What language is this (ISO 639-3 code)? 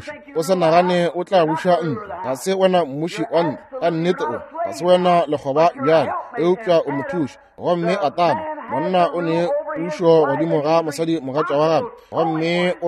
nso